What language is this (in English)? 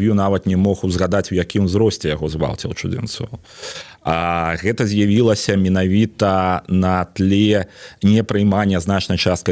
Belarusian